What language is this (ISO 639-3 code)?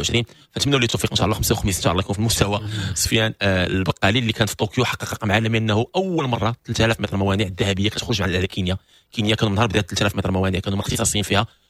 ary